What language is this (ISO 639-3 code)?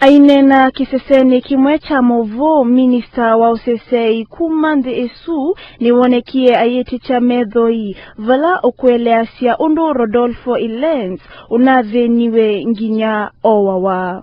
kam